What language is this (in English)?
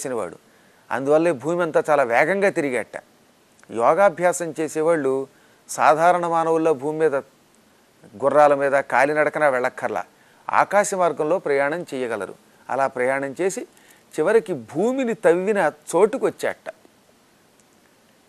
Telugu